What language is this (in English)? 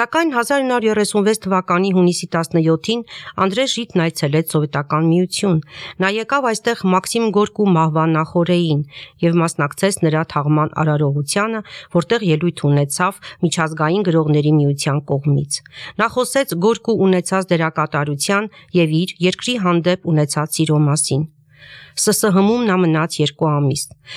Armenian